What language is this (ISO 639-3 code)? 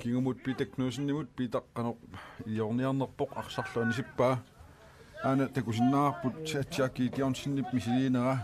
kal